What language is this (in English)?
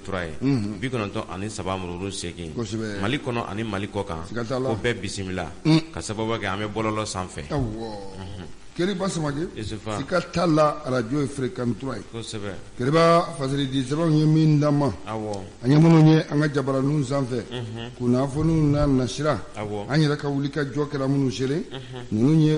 Bambara